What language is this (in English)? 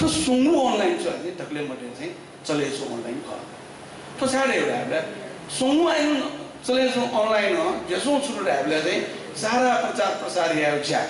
Newari